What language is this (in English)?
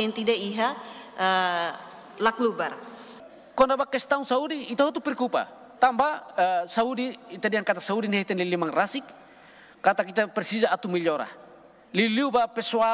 Tetum